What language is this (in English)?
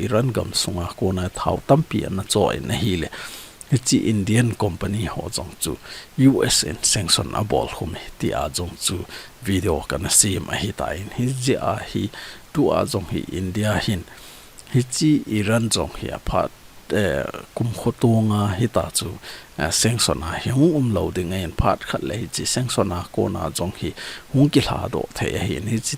Thado Chin